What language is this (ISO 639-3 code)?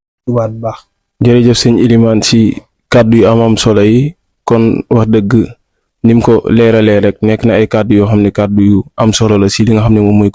wol